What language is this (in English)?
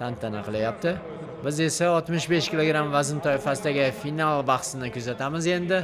Uzbek